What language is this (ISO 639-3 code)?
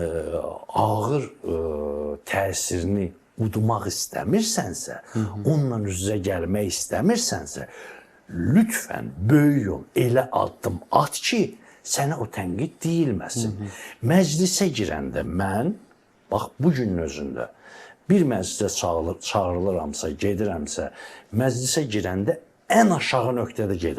aze